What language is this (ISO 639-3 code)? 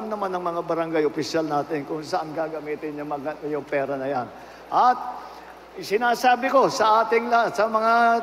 fil